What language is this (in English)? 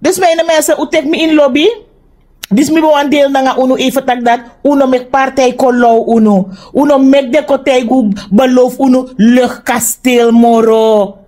Sranan Tongo